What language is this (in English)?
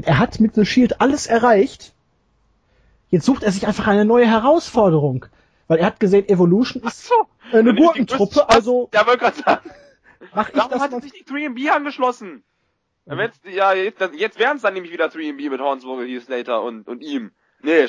German